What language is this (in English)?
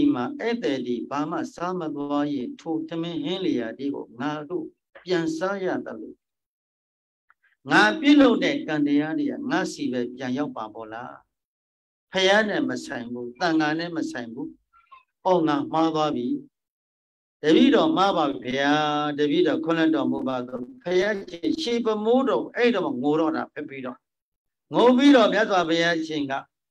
Burmese